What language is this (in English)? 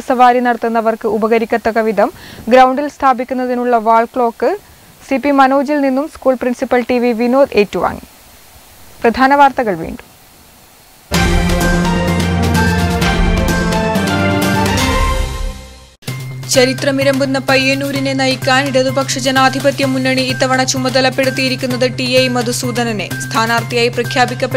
Malayalam